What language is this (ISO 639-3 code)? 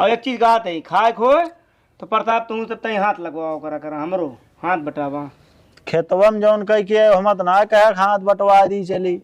awa